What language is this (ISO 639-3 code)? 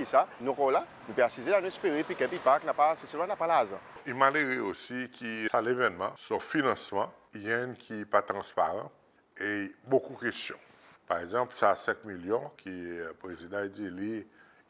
crs